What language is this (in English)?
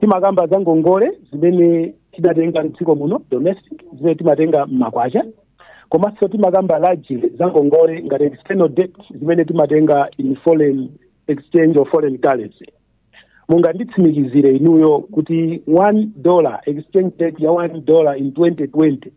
Nyanja